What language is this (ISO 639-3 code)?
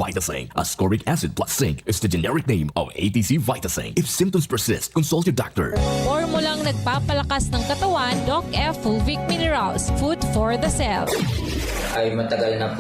bik